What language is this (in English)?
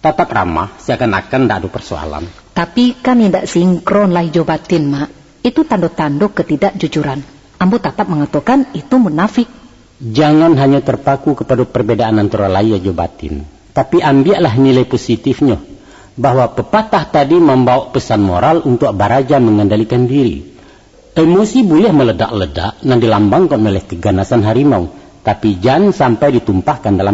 Minangkabau